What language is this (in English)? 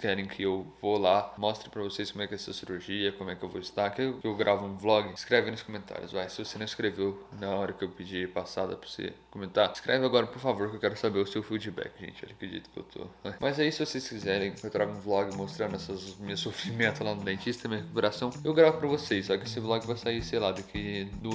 Portuguese